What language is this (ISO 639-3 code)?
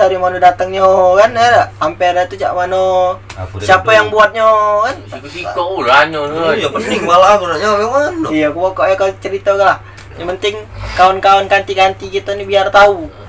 mui